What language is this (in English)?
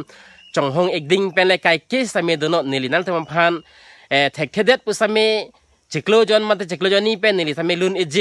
Karbi